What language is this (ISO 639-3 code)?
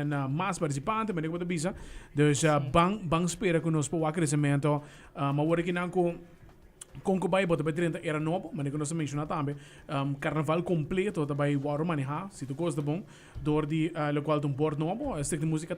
pap